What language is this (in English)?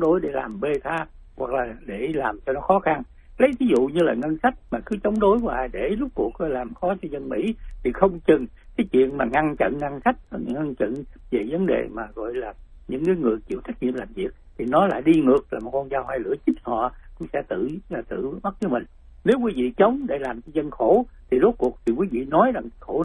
Vietnamese